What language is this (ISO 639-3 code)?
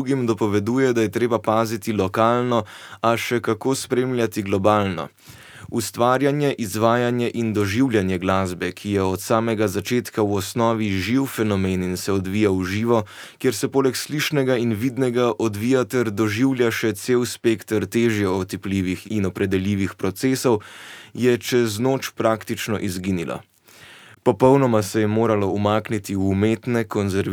slv